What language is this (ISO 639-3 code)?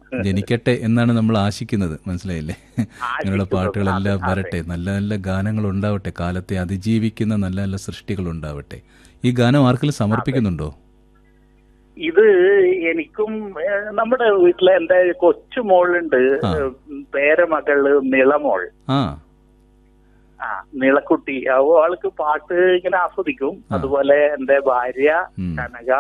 mal